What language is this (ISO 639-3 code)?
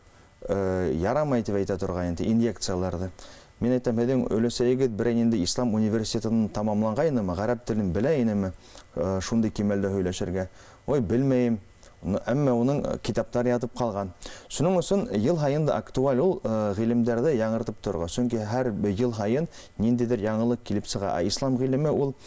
bak